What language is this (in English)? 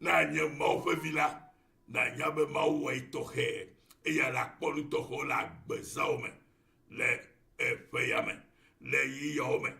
Ewe